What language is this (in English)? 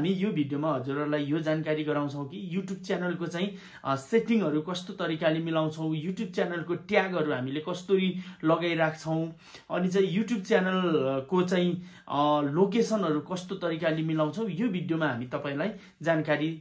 Nepali